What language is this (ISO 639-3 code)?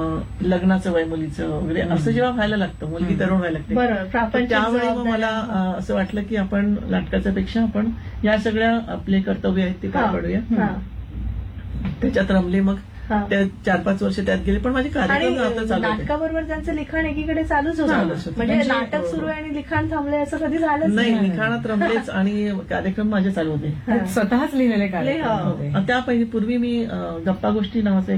mar